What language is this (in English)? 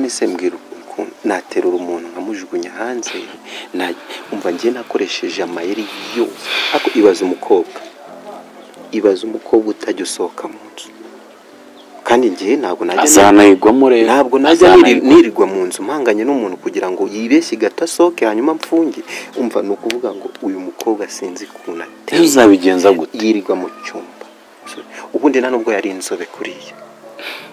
Kinyarwanda